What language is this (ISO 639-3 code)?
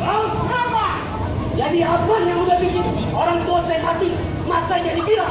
bew